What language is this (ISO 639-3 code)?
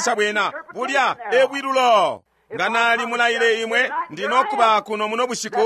bem